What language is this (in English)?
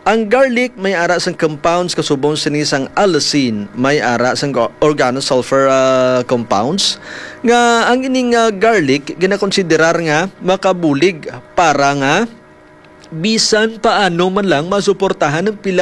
Hiligaynon